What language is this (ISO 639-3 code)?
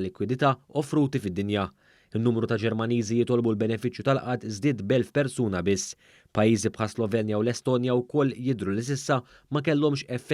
mlt